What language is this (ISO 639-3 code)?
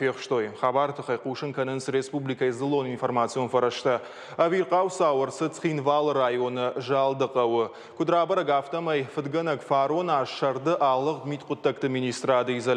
oss